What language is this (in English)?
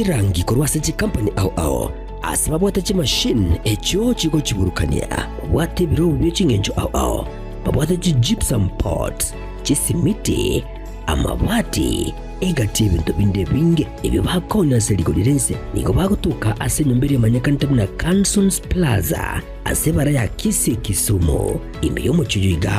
Gusii